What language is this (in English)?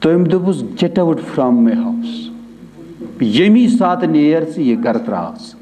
Kashmiri